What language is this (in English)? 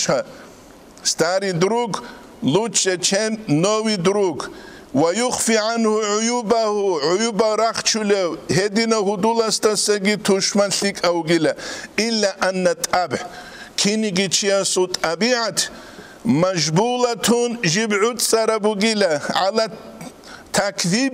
Avaric